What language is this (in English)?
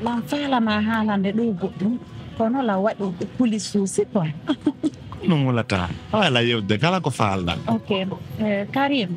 Pular